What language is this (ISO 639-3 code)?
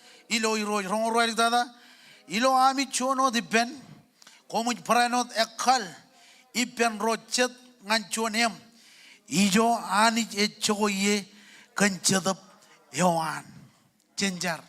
mah